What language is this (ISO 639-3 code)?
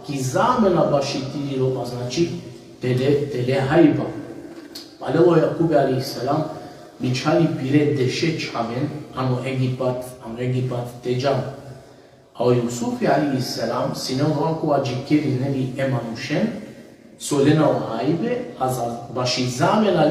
rmn